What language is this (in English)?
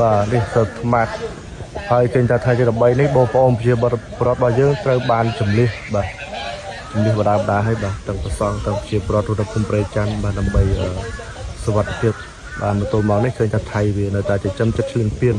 Khmer